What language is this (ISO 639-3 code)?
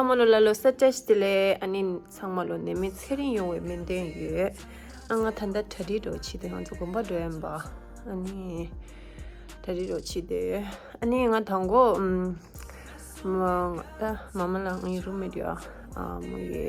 bod